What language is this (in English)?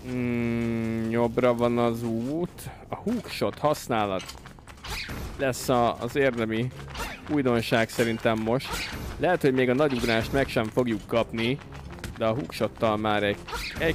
Hungarian